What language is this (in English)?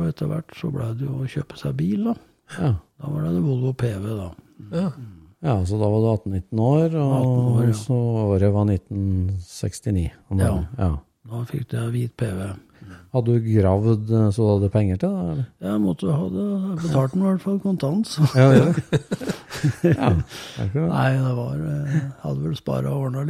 Norwegian